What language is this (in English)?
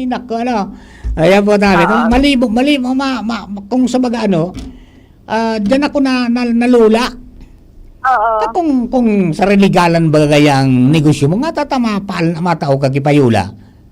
Bikol